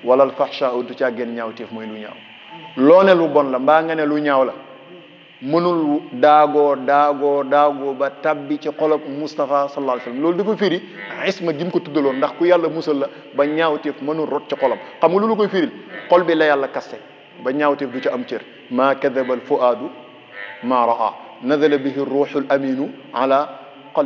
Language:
Wolof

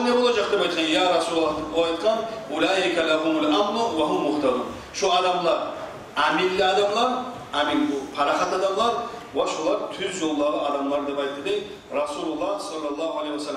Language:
Kumyk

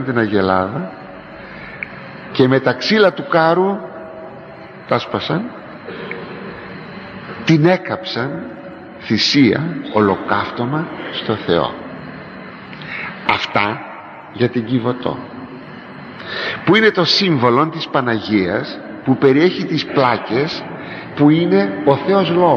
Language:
Greek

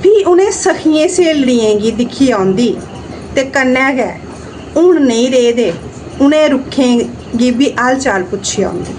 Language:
Dogri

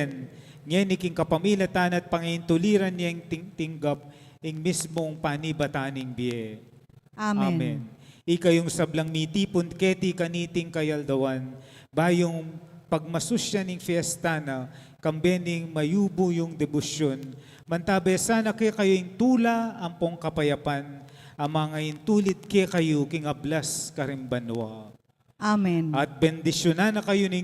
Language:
Pampanga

